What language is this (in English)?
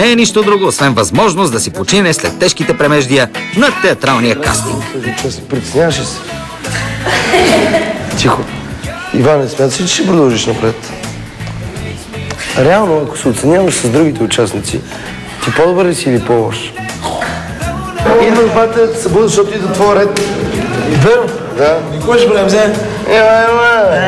Bulgarian